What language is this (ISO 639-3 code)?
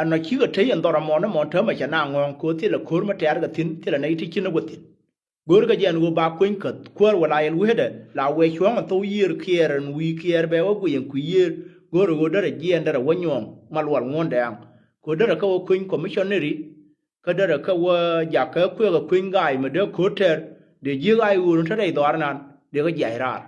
nus